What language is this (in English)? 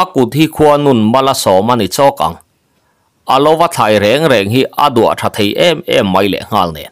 Mizo